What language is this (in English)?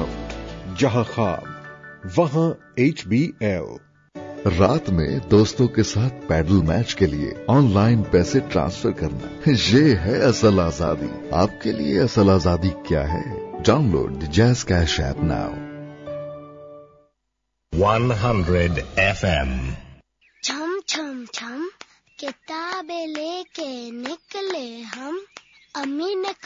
Urdu